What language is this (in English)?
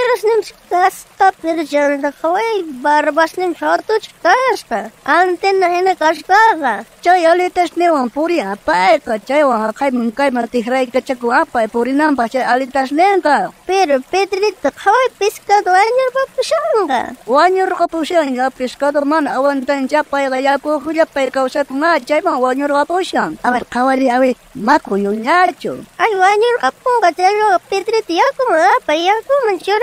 South Bolivian Quechua